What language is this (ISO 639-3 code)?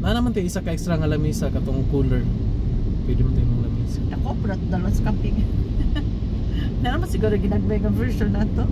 ceb